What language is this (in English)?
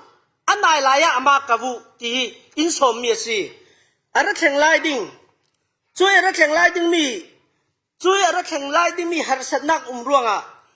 Falam Chin